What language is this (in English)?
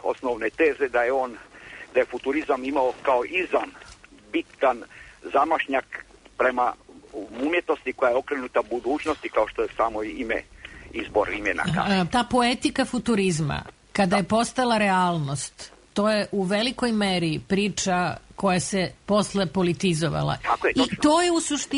Serbian